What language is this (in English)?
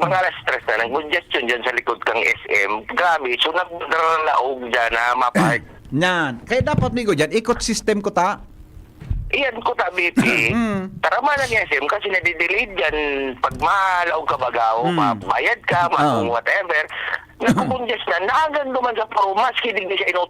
Bikol